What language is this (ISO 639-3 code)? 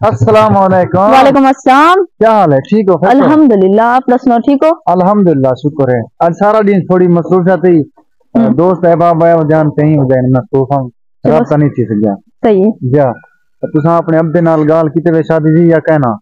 skr